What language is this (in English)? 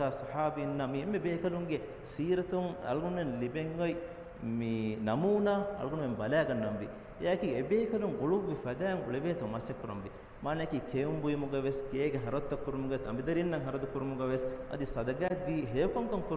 Divehi